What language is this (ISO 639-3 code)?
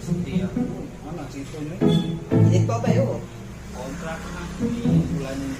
mui